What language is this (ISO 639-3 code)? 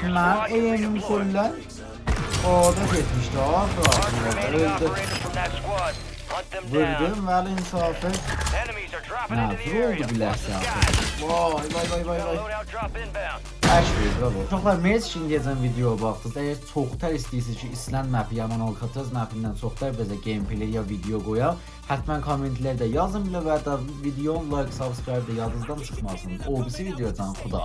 azb